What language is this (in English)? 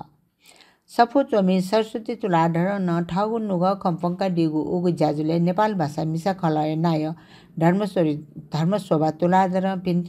Newari